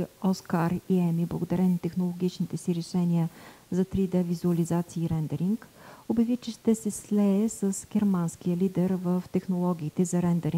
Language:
Bulgarian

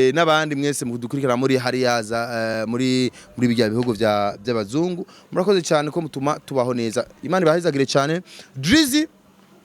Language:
Rundi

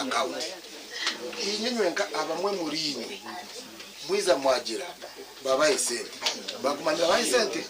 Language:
Nyankole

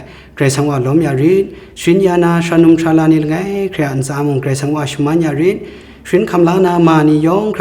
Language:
Kachin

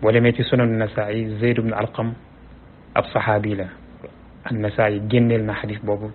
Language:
Wolof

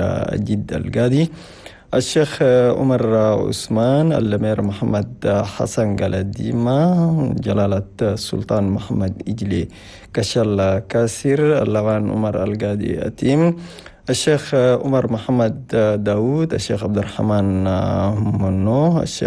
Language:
Chadian Arabic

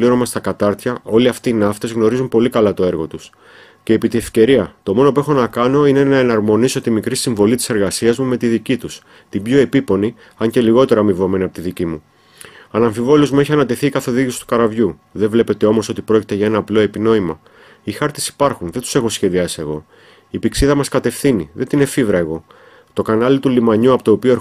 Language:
Greek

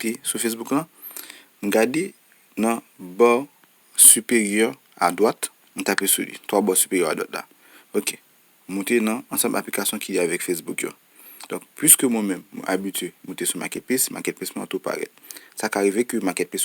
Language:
Haitian Creole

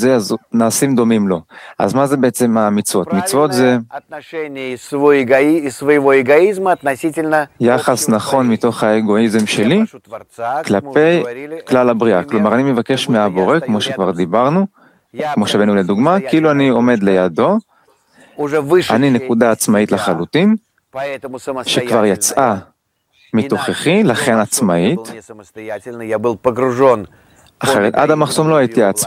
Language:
Hebrew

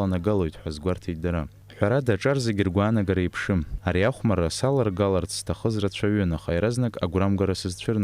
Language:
Abkhazian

